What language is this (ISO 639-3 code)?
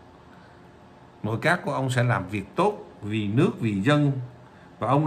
vie